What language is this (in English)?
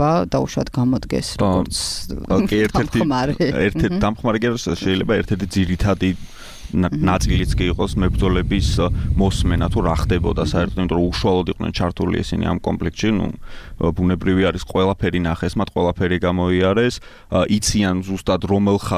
Georgian